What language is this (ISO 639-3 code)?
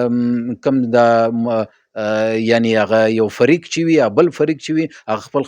pus